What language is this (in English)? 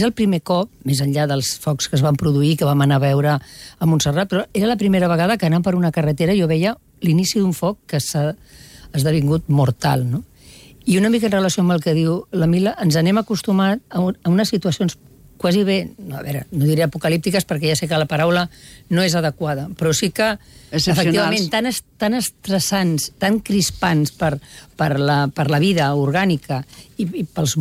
Catalan